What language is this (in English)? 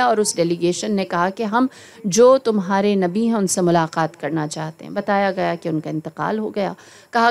Urdu